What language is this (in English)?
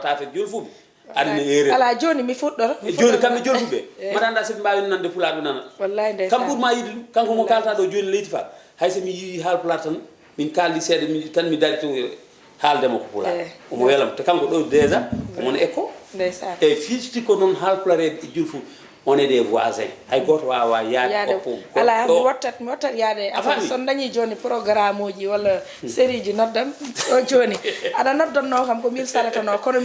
Fula